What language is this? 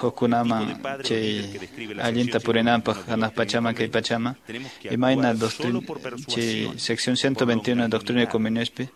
Quechua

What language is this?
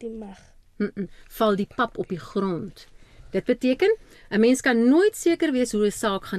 Afrikaans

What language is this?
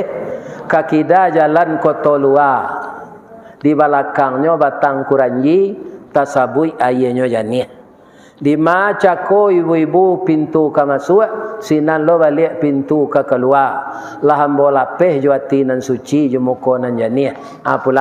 Minangkabau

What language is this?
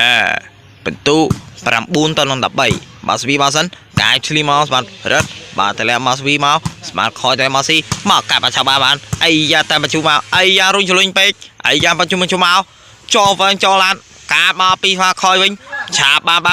Khmer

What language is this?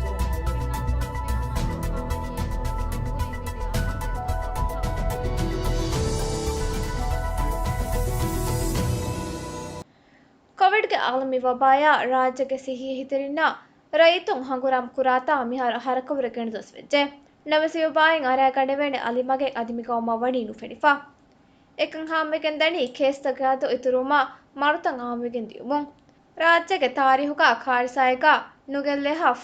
Divehi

